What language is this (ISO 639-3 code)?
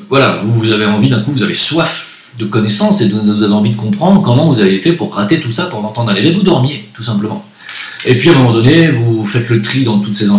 fra